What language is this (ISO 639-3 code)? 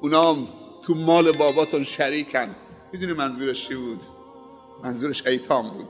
fas